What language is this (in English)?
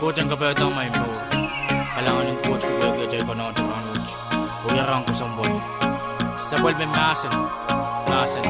Pohnpeian